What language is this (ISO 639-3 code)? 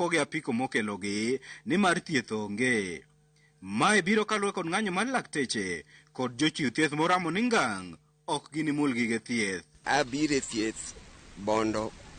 luo